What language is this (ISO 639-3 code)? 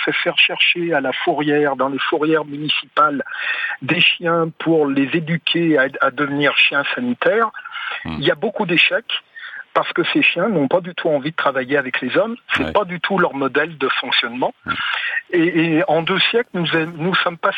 fra